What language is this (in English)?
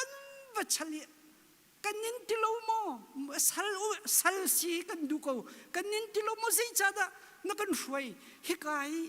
Hakha Chin